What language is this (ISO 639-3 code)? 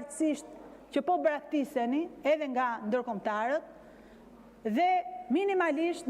sqi